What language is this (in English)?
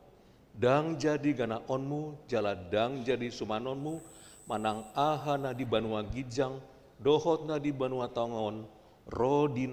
Batak Toba